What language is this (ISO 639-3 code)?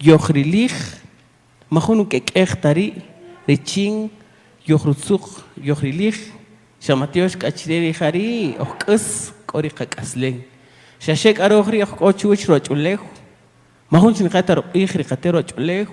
cak